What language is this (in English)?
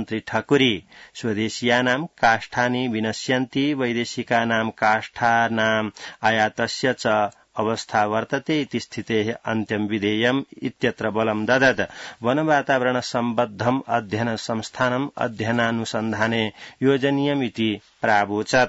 Sanskrit